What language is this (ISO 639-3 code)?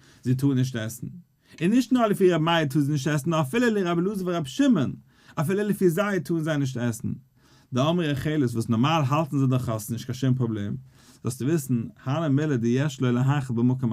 yid